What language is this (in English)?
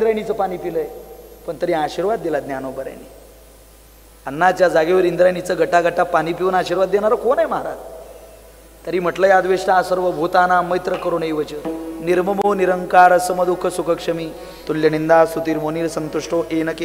Marathi